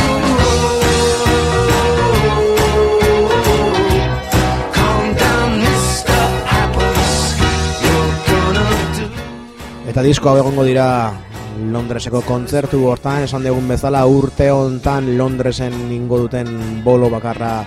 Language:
Basque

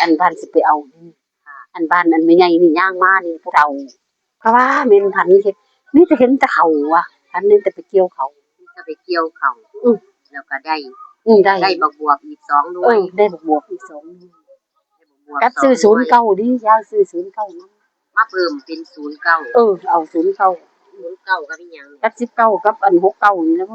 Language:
Northeastern Thai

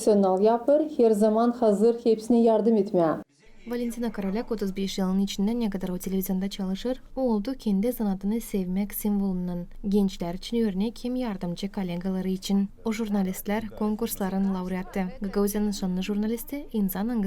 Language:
Gagauz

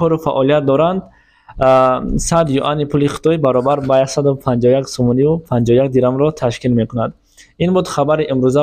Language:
Tajik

